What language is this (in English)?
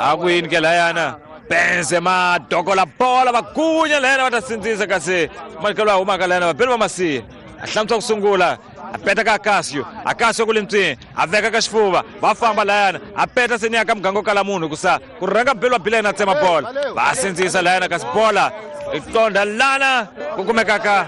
Tsonga